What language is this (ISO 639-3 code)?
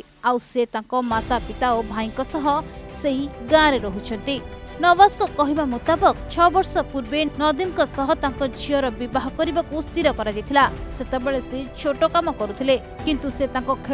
ori